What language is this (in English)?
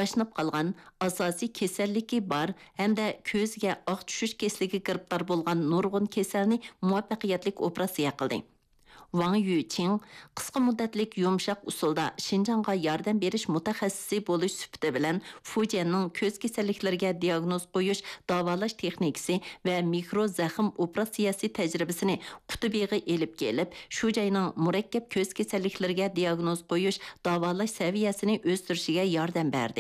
Uyghur